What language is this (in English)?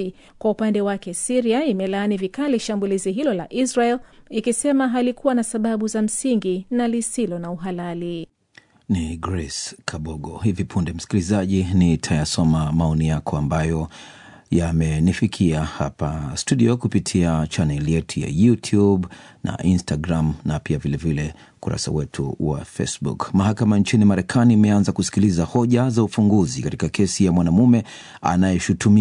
Swahili